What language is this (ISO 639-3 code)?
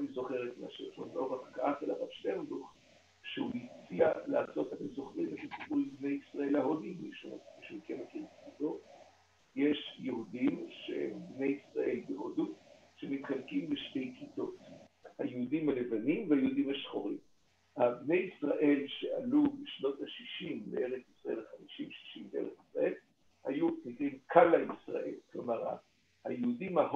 heb